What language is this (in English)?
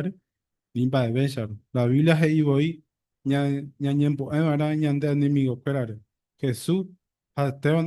Guarani